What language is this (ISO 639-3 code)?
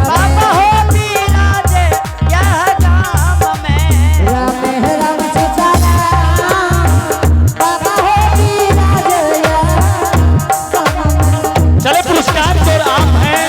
anp